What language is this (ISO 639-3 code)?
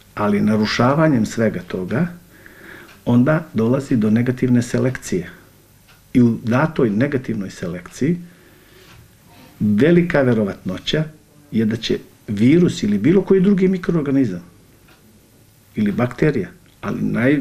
bos